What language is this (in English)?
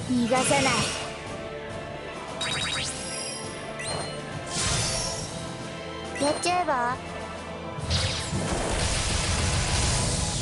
Japanese